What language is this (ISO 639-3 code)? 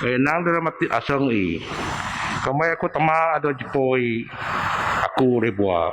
bth